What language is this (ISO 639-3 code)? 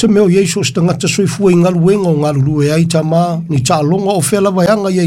smo